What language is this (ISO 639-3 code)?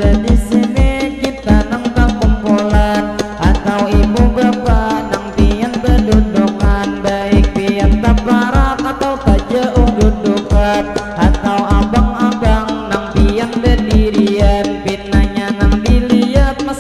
bjn